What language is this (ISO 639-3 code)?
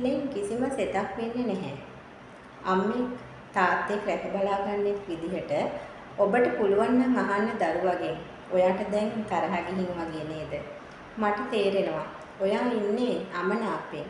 sin